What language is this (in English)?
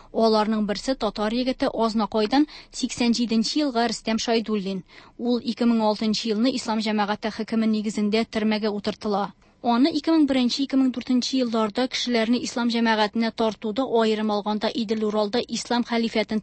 Tatar